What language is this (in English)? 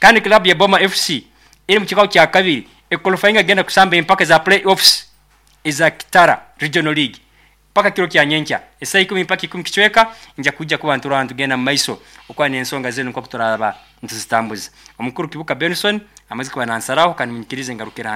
Nyoro